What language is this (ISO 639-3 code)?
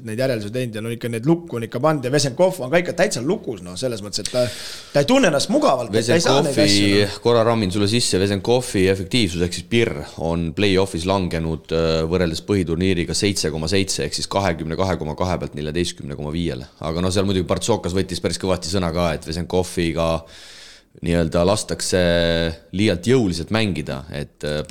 est